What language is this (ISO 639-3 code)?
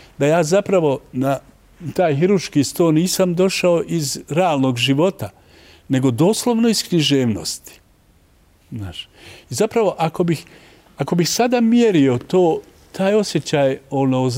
bos